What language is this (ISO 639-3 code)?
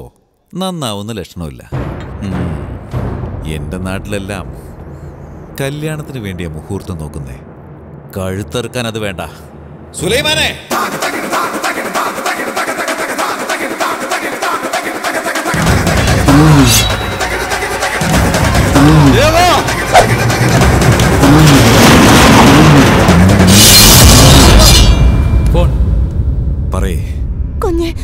mal